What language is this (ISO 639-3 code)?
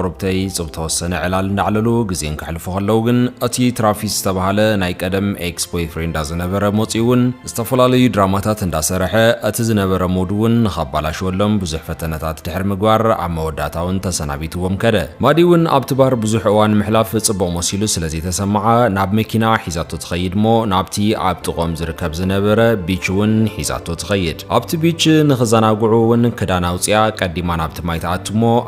tir